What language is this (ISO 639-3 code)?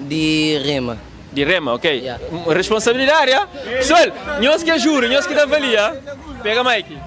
kea